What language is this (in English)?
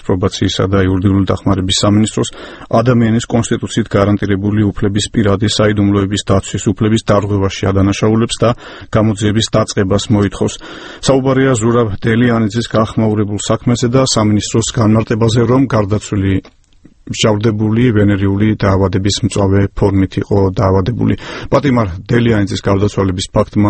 Georgian